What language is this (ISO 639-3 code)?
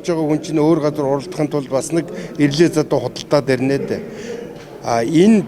mon